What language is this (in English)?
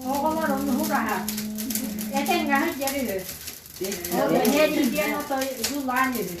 Yakut